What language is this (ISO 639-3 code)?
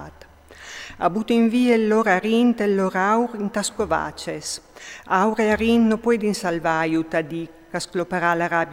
fur